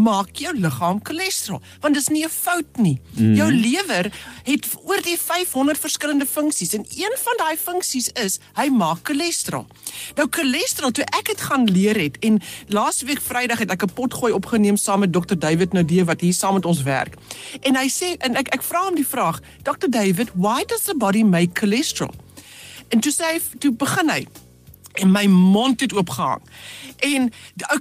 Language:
Afrikaans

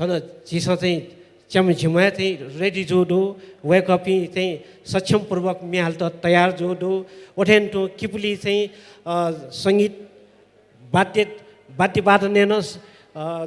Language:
Newari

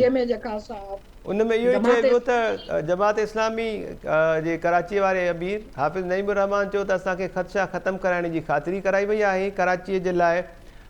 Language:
Sindhi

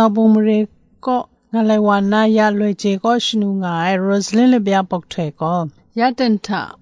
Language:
Kachin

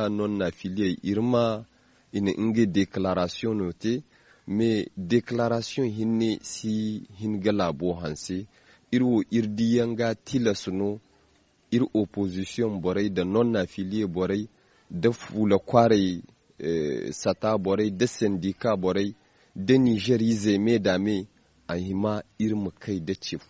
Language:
Zarma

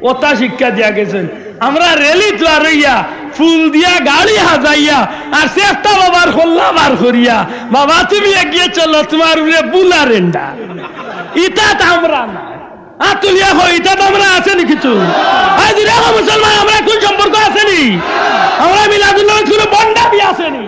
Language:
Sylheti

